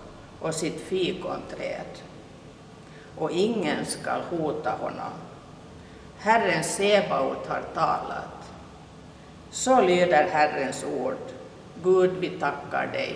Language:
Swedish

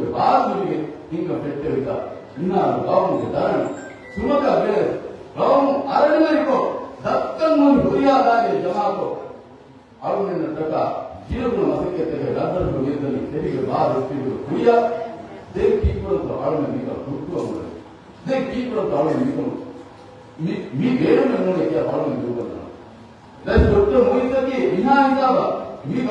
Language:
Divehi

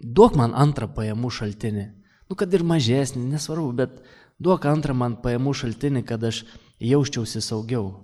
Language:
Lithuanian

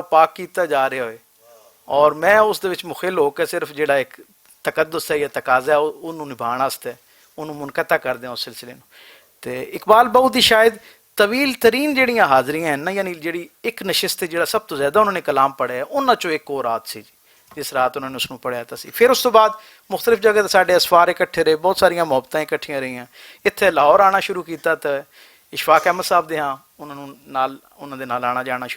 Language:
Western Panjabi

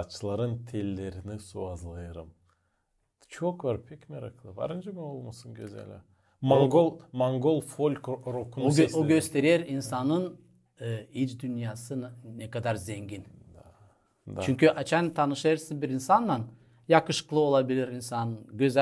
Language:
Gagauz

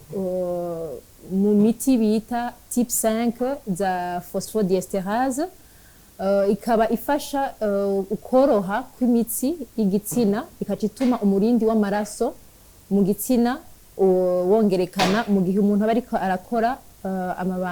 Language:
Rundi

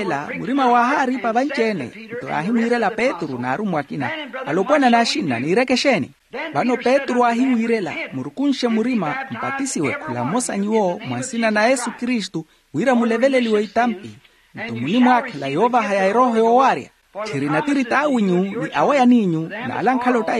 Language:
Makhuwa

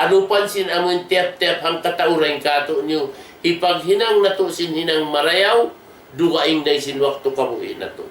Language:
Tausug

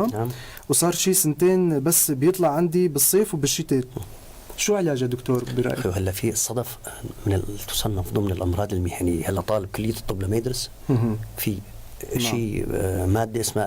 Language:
North Levantine Arabic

